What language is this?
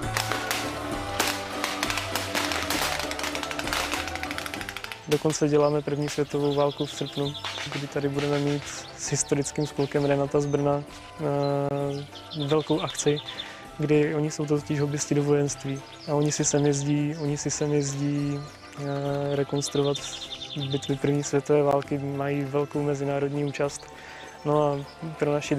Czech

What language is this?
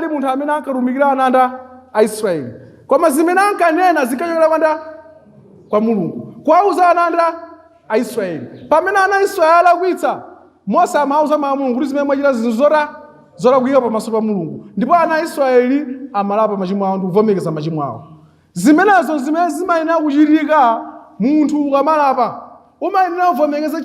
Nyanja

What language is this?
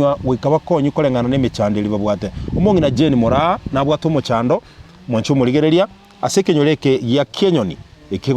Gusii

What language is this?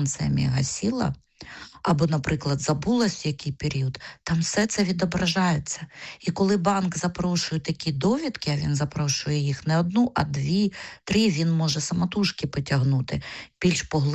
Ukrainian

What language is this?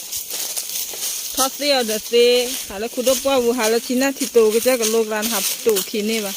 S'gaw Karen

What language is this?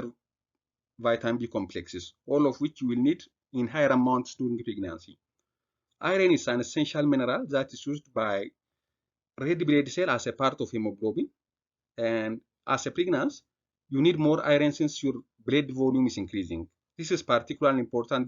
English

